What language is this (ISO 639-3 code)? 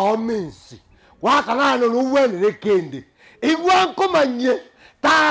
guz